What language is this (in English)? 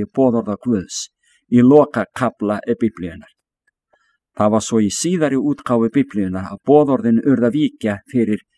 Icelandic